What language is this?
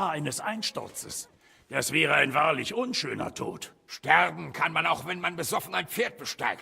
Bavarian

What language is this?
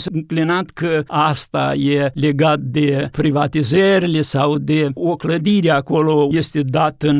Romanian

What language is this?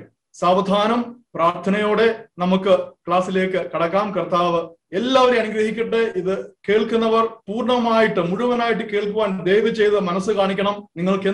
Malayalam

